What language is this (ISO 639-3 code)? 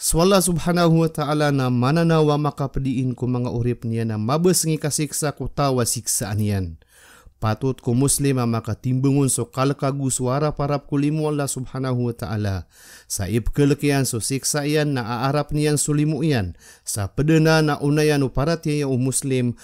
mrw